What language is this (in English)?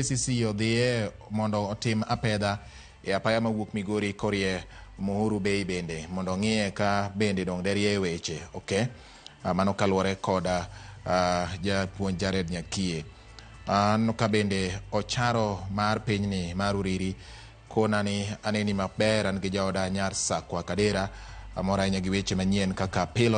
Luo (Kenya and Tanzania)